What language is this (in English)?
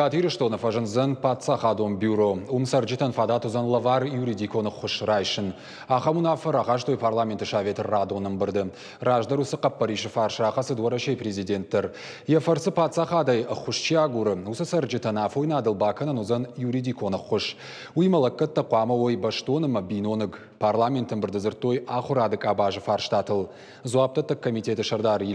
Ossetic